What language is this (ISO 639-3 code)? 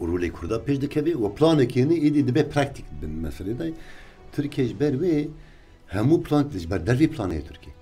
kur